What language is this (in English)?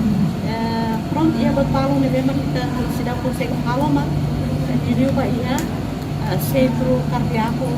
Tetum